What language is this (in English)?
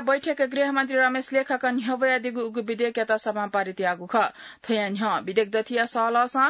Newari